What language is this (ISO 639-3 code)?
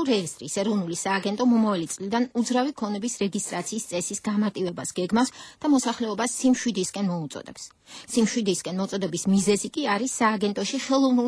kat